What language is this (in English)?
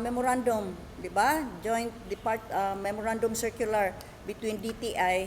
Cebuano